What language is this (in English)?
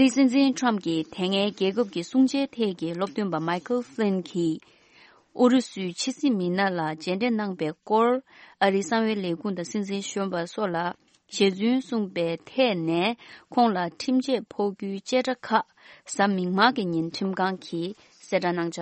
Tibetan